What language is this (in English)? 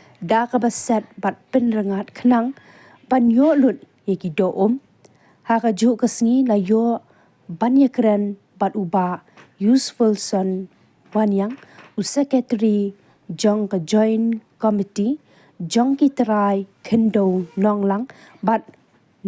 Khasi